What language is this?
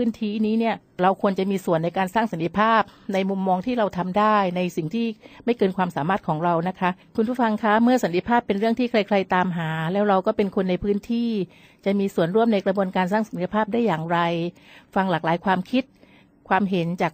Thai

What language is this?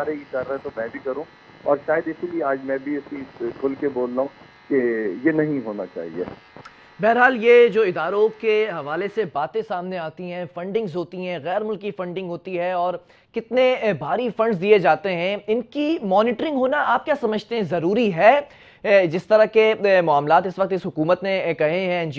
Urdu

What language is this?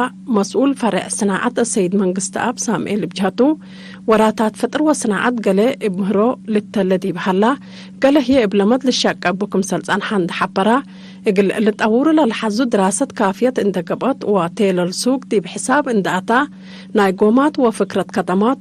Tigre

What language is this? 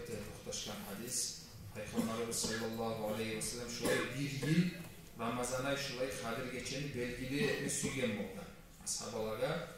Kumyk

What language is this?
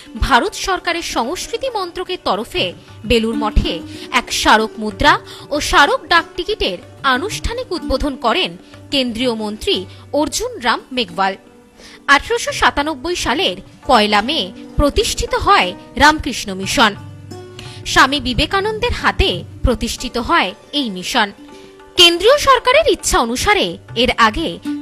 Bangla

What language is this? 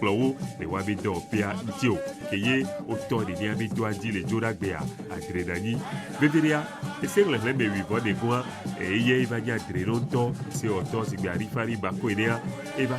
Ewe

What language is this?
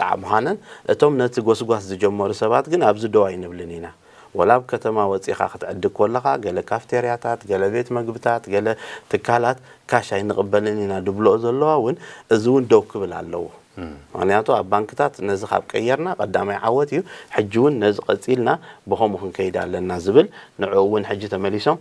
Tigrinya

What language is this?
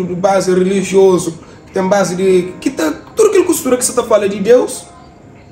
Kabuverdianu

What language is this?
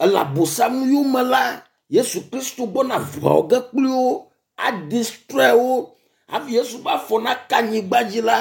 Ewe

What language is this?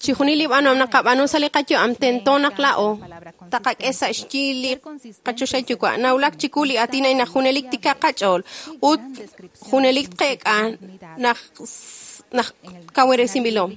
Kekchí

